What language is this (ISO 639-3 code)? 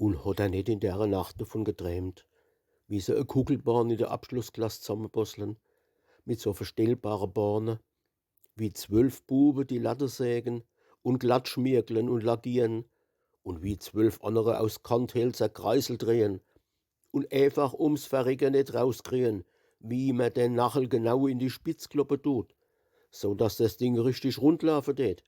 pfl